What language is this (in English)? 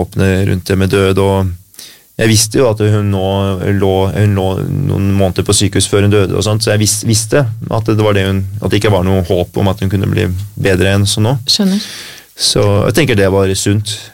Norwegian